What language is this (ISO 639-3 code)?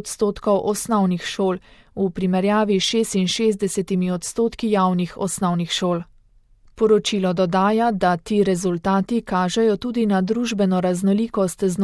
slv